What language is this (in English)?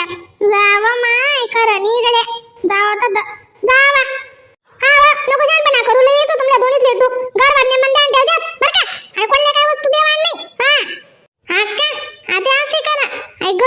Khandesi